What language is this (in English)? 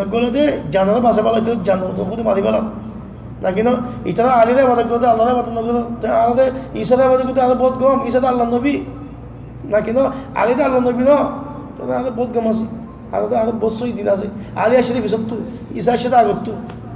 Rohingya